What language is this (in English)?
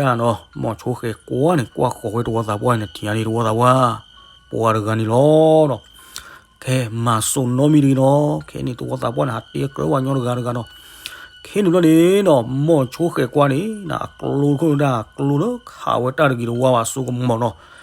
S'gaw Karen